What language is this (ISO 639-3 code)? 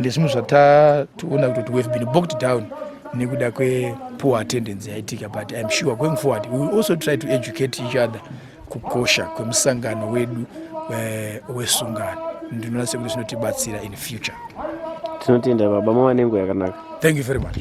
sna